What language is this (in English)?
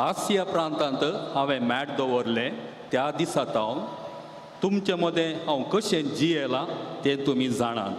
Konkani